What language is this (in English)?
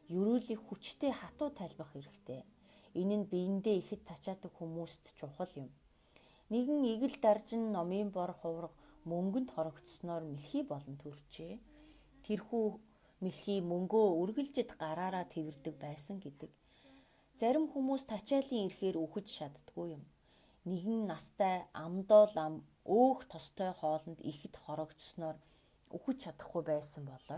Mongolian